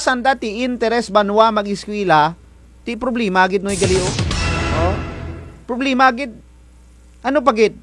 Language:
Kinaray-a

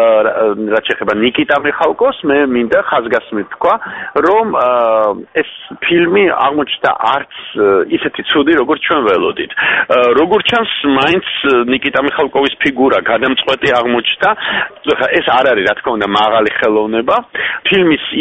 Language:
Georgian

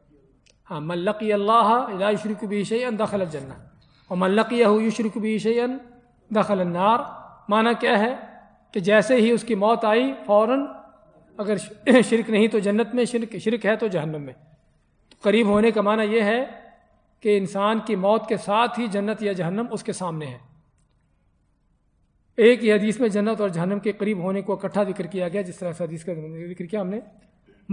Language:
Urdu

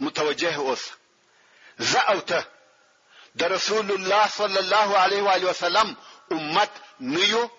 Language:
Pashto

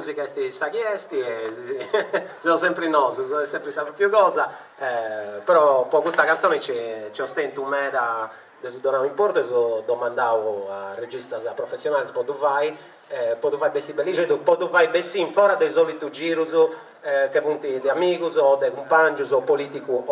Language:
Sardinian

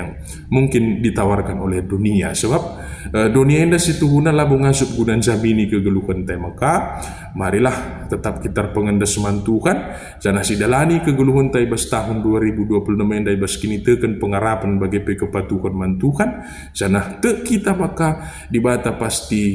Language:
Batak Karo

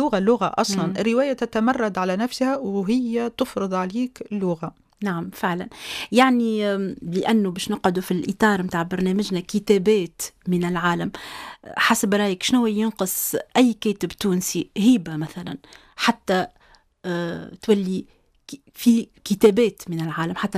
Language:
Tunisian Arabic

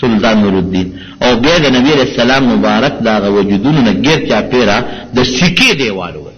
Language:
Pashto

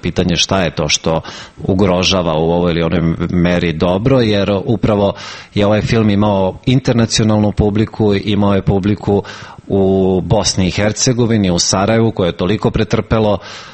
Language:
Serbian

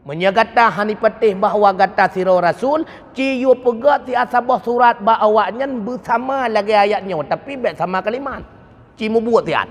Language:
Achinese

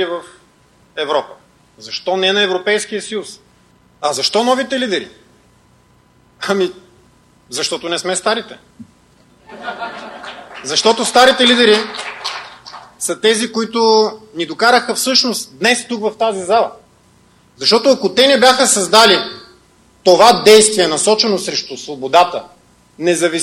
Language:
Bulgarian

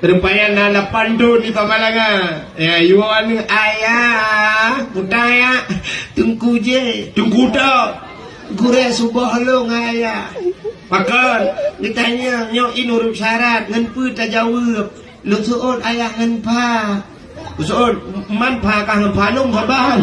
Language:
Achinese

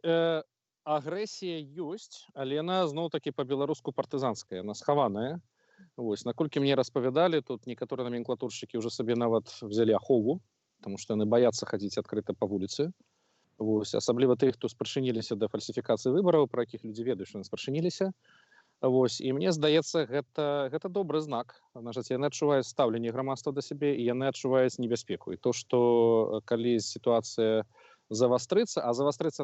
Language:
Belarusian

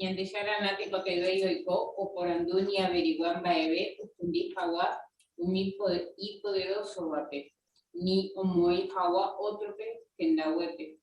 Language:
Guarani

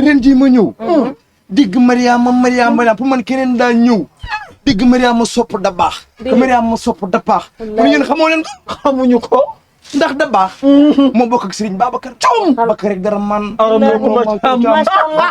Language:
Wolof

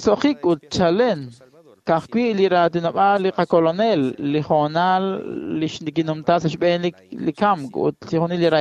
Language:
Kekchí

